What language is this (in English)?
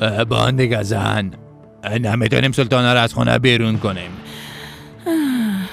Persian